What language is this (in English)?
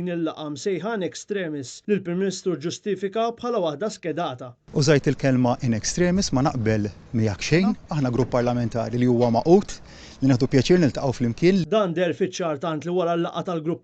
Maltese